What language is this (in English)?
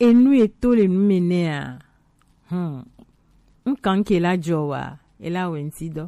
Gen